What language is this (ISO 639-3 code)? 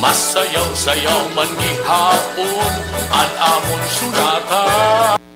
war